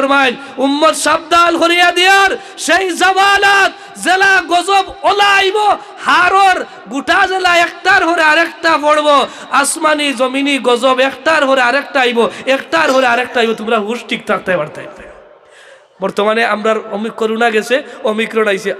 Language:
Sylheti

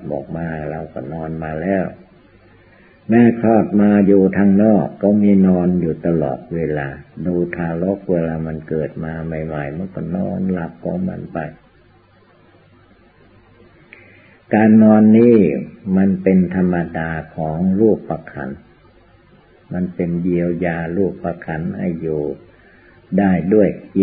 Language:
Thai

